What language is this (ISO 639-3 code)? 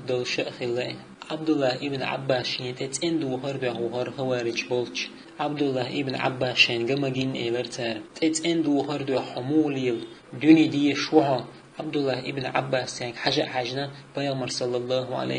che